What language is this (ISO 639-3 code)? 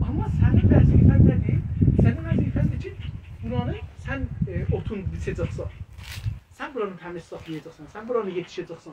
azb